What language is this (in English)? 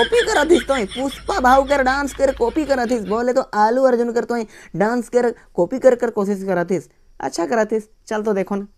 Sadri